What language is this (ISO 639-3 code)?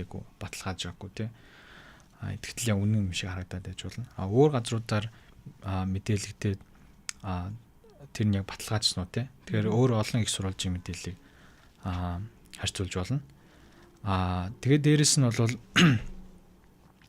mon